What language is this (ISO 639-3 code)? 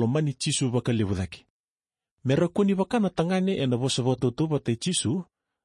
fij